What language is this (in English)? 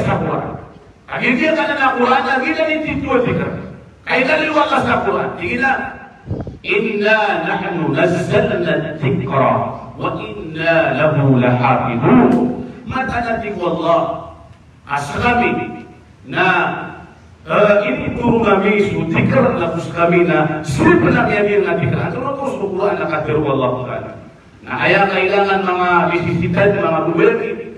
Maranao